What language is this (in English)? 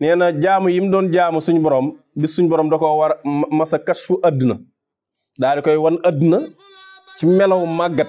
Wolof